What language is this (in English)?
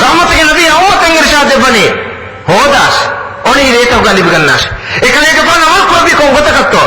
Divehi